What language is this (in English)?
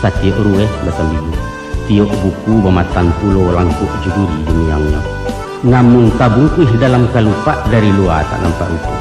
Minangkabau